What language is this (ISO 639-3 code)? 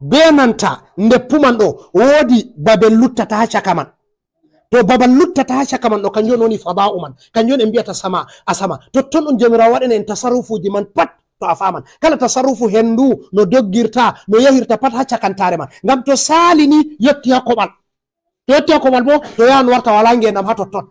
ful